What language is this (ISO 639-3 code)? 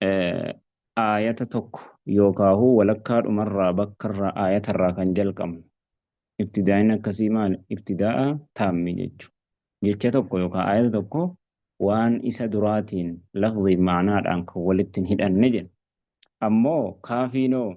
orm